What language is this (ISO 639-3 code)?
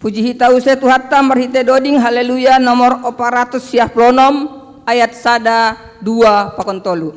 bts